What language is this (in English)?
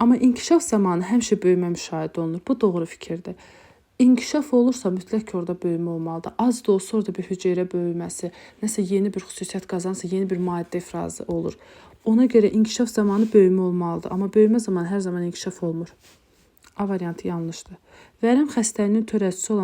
Azerbaijani